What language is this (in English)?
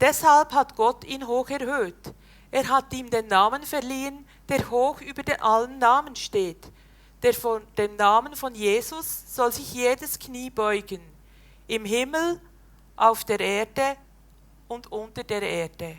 Swiss German